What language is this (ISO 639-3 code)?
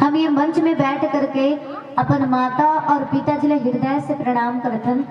hne